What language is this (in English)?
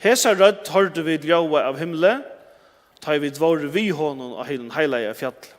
Faroese